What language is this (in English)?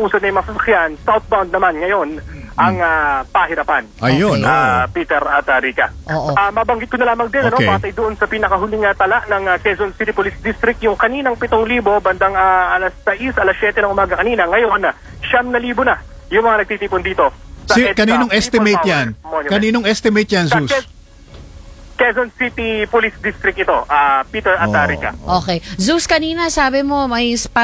Filipino